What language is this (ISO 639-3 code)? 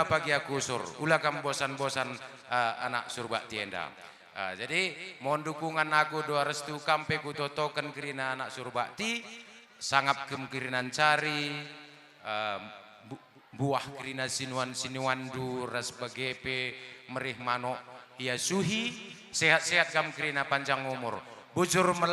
btx